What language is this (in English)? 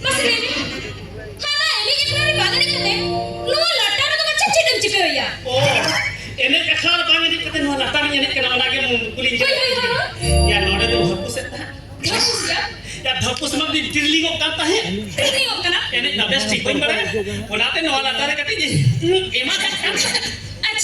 Santali